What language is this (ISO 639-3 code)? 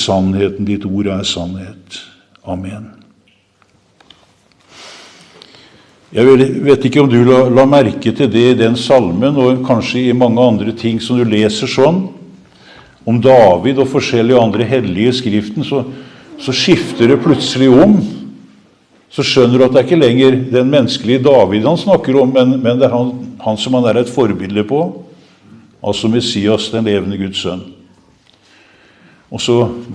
nor